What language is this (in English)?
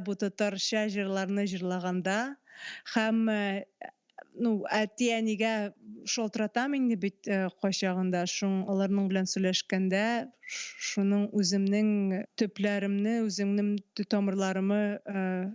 Tatar